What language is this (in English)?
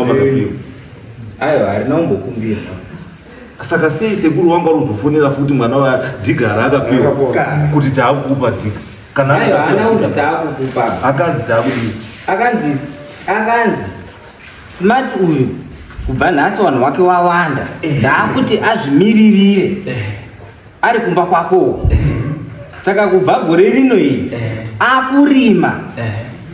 Shona